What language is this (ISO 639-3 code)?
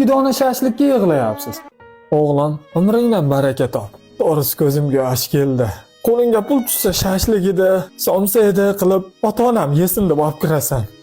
uzb